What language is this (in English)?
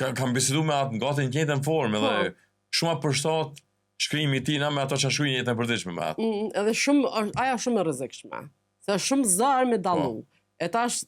Albanian